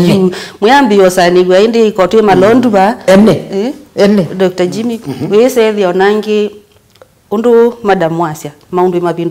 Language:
Kamba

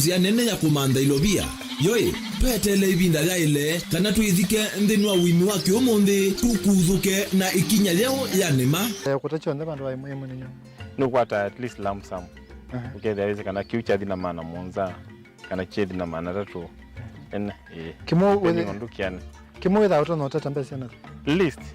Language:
Kamba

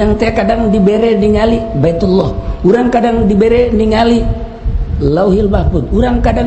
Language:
Sundanese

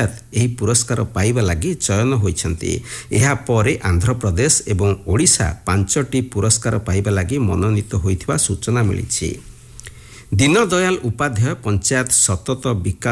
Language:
Odia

